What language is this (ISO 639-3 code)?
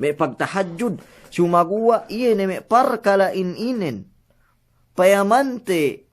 yka